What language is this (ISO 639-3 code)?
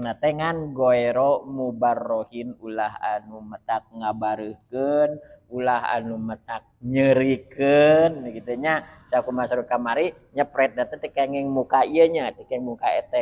sun